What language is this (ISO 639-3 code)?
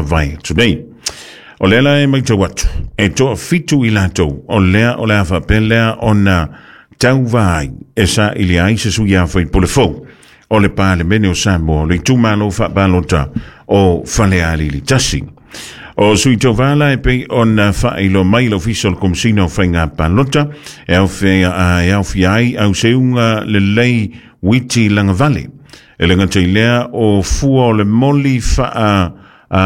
smo